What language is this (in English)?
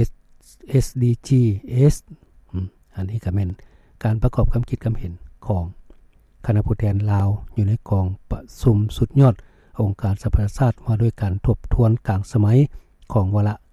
Lao